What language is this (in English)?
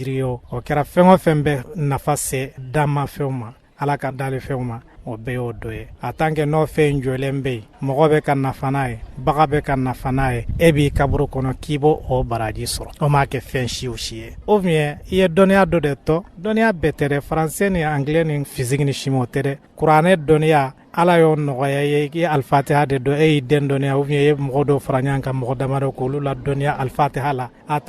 Bambara